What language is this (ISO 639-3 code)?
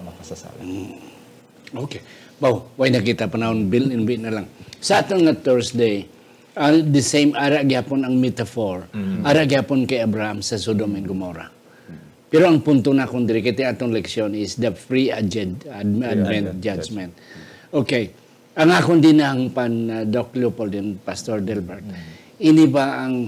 hil